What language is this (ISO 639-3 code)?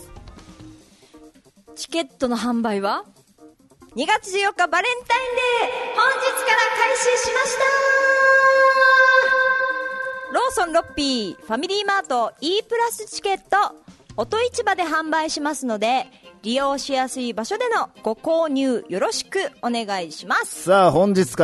jpn